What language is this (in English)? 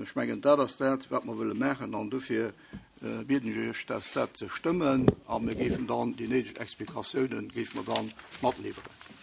Luxembourgish